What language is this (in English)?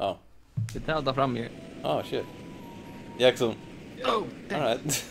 Faroese